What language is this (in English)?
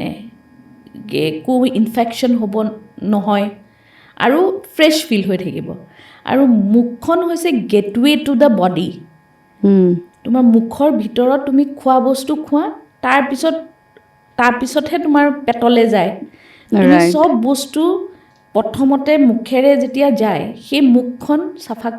Assamese